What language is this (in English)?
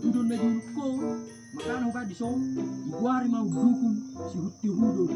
Batak Toba